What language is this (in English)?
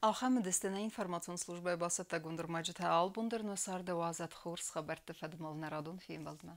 Ossetic